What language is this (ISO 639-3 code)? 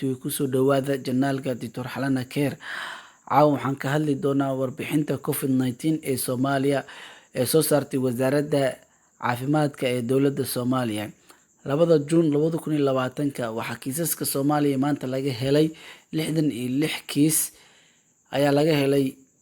som